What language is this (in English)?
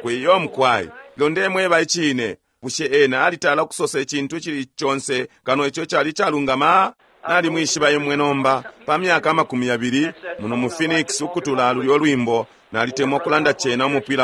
Bemba